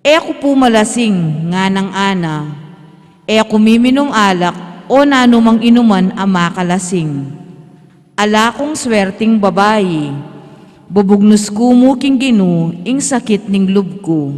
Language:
Pampanga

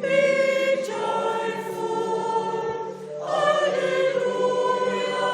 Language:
Luxembourgish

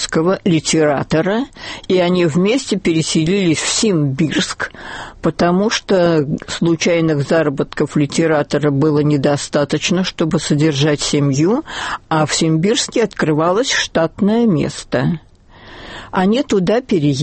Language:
Russian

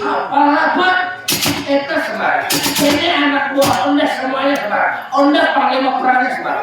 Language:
Banjar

